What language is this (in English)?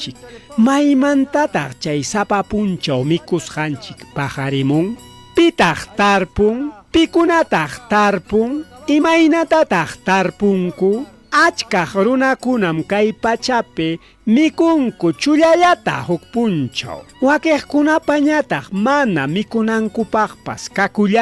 Ayacucho Quechua